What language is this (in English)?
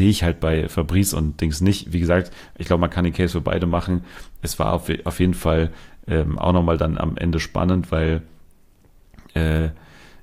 German